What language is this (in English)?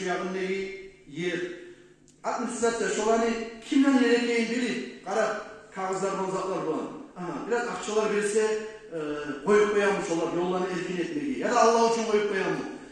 Kumyk